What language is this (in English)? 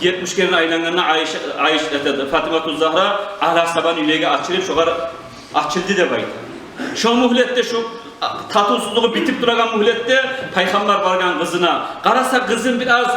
Kumyk